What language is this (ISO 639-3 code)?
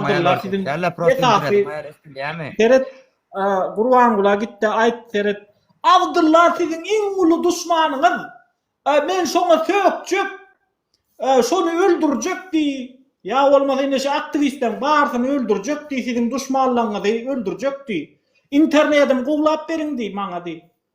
tuk